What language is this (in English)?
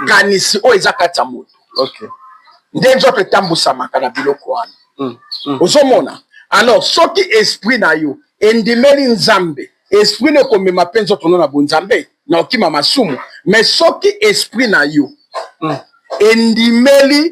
Lingala